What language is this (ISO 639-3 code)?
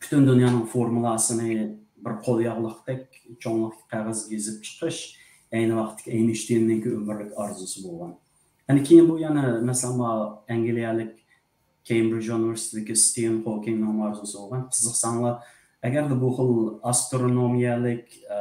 uig